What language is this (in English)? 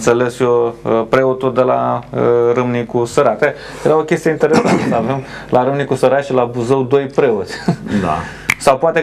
Romanian